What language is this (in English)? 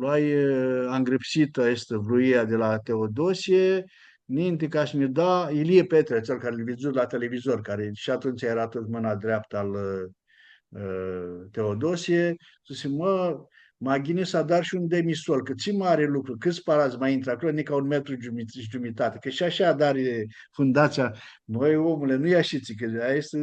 Aromanian